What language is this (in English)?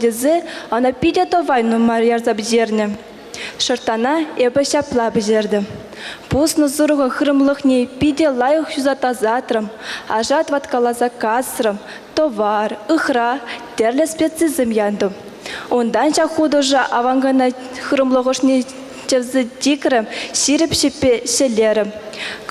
Chuvash